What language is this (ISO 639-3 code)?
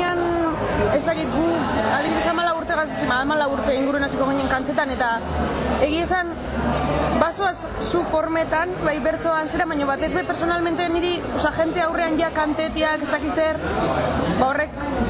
eus